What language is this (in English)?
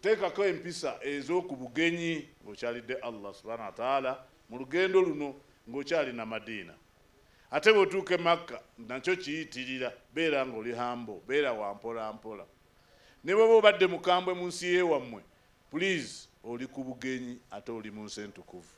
Ganda